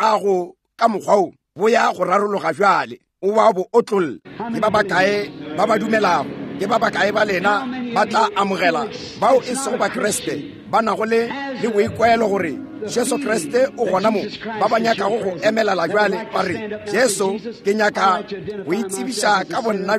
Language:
Northern Sotho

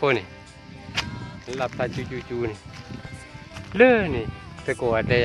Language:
S'gaw Karen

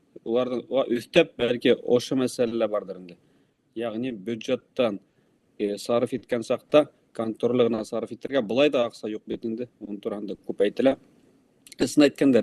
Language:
Bashkir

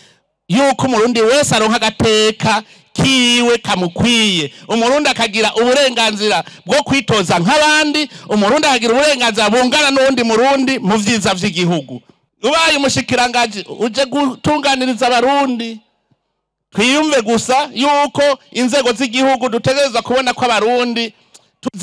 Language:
Rundi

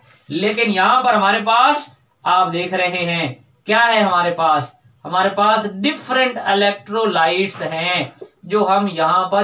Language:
Hindi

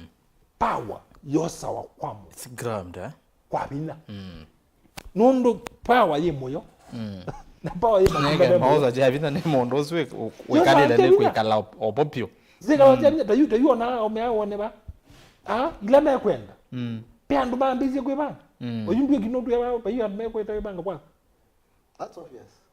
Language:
Kamba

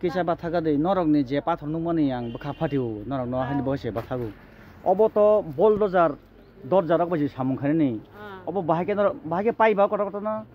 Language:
Kok Borok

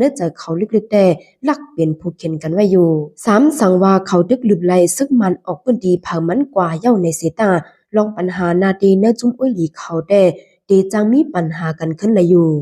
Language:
Shan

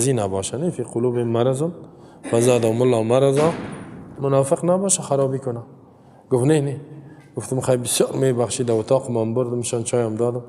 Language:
Tajik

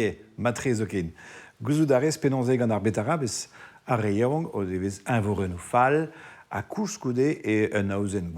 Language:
Breton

